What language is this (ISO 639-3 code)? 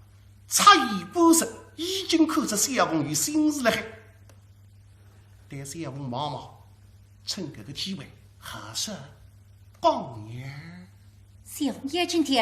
wuu